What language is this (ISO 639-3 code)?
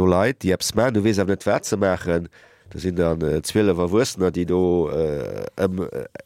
ltz